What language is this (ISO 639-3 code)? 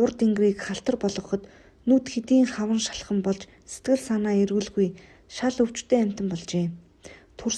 mon